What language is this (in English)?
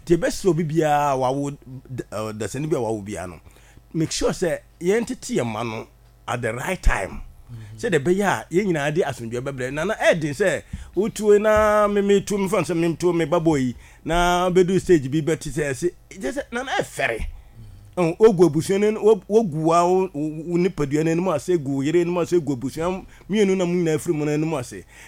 Akan